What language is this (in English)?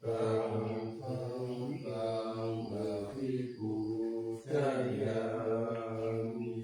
Pali